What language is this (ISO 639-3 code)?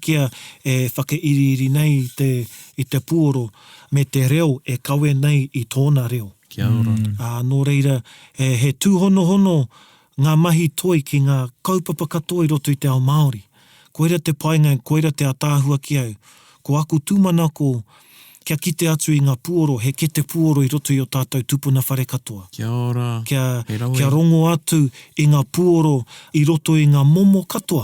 mri